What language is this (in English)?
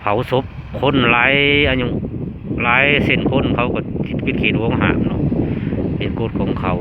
Lao